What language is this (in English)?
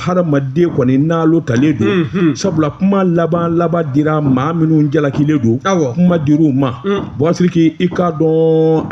Bambara